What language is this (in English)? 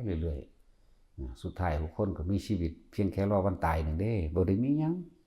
Northeastern Thai